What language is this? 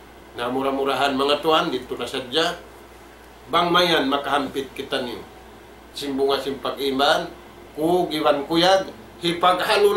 Tausug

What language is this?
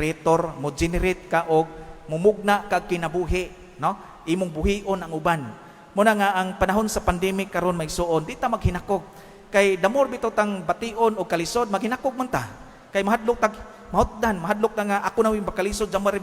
Cebuano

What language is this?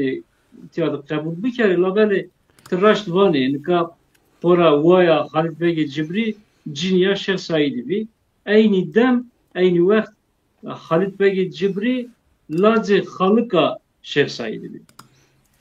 Zaza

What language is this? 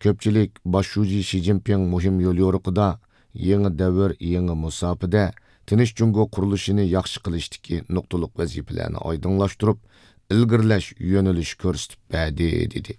Uyghur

